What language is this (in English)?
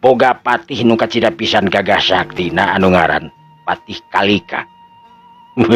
Sundanese